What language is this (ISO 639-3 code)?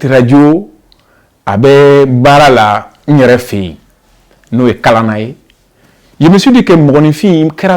bam